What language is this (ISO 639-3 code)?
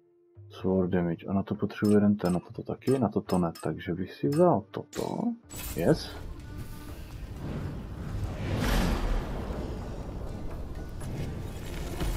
ces